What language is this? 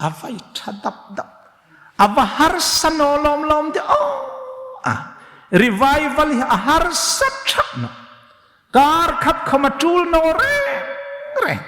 Hmar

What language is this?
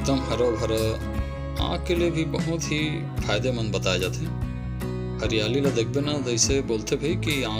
Chhattisgarhi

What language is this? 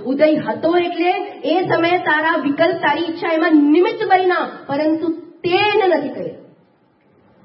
Gujarati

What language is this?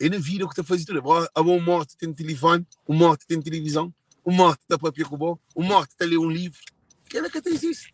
Kabuverdianu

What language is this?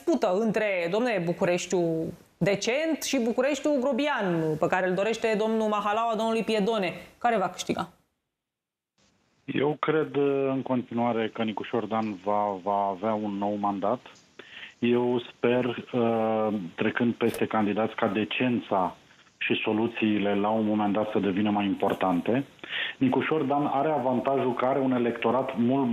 Romanian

